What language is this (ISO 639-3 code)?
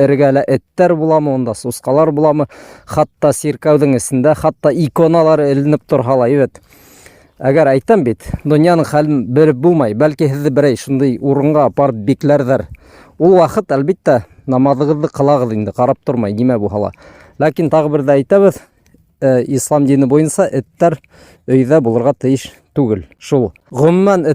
bak